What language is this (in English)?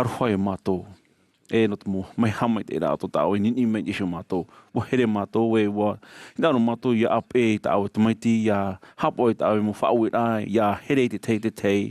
Tahitian